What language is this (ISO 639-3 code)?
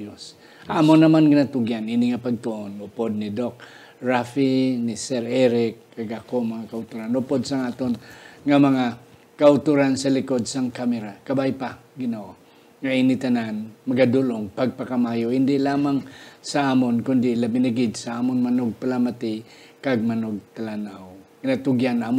hil